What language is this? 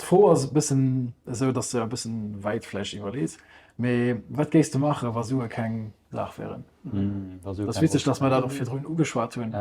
Luxembourgish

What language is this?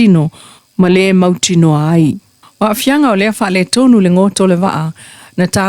Samoan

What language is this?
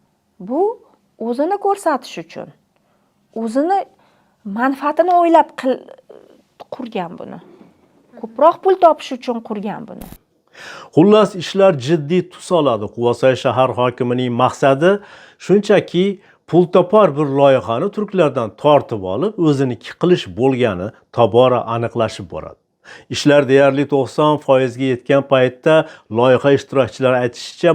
Uzbek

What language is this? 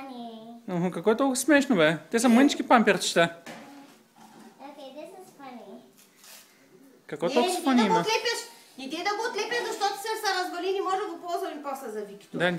Bulgarian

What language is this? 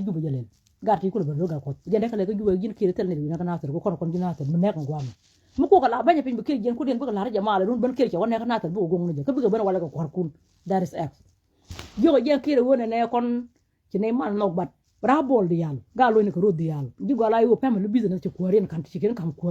Nuer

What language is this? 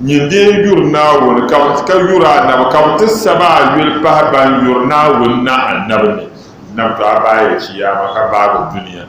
Dagbani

